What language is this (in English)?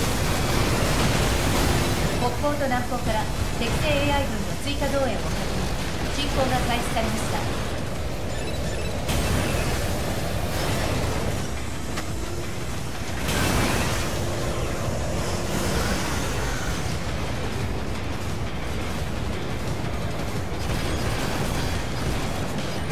Japanese